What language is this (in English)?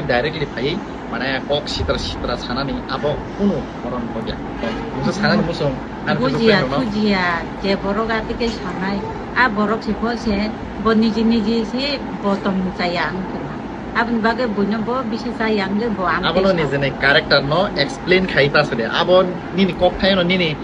Kok Borok